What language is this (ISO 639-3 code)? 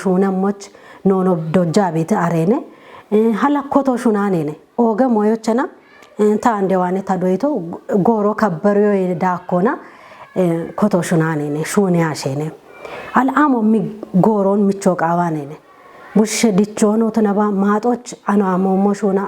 kbr